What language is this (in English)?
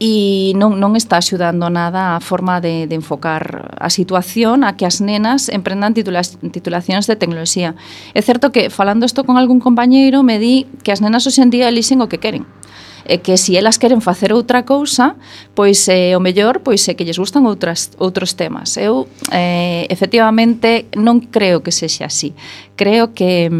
Galician